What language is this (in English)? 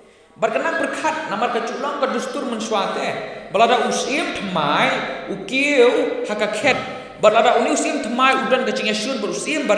Khasi